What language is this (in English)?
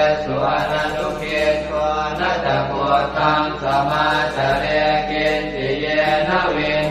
Pali